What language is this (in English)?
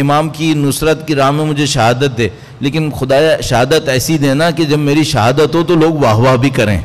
Urdu